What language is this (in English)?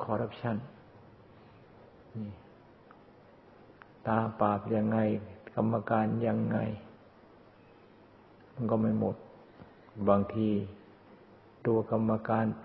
Thai